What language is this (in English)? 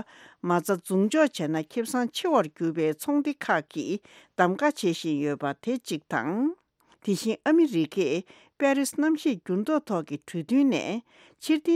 Tibetan